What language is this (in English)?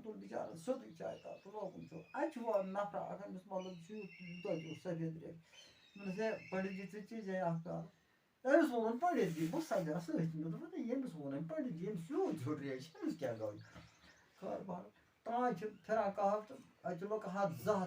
Kashmiri